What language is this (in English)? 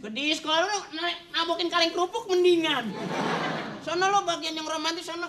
Betawi